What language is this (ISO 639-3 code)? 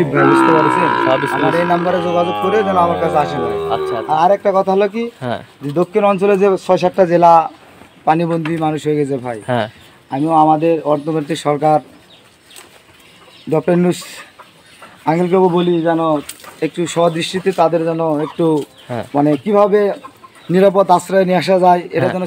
ben